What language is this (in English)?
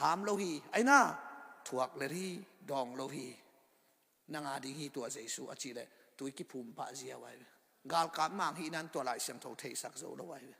Tedim Chin